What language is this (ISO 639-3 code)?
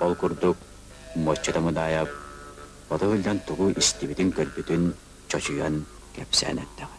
sah